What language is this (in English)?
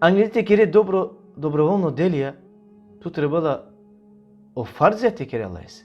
Balkan Romani